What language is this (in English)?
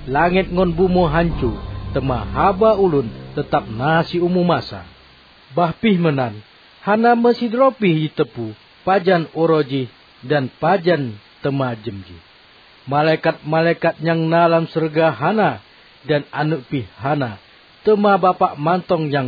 Achinese